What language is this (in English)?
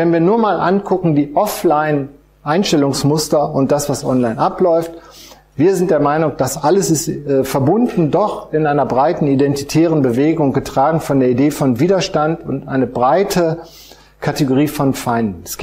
German